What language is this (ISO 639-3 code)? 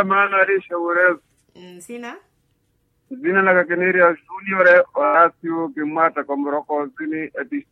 swa